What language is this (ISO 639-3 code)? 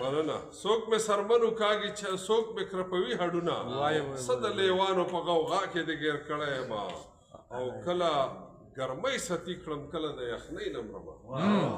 pus